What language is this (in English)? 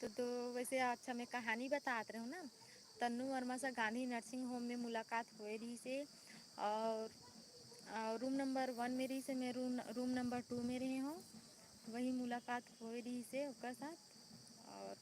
Chhattisgarhi